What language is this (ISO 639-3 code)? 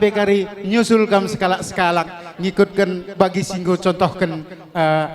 btx